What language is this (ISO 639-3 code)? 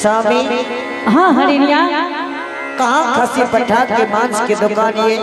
anp